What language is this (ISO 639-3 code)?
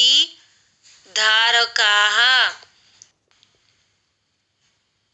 guj